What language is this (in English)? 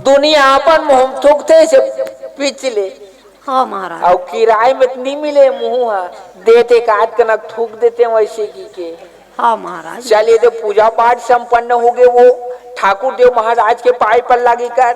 Chhattisgarhi